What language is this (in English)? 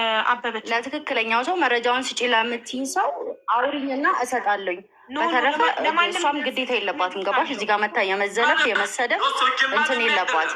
Amharic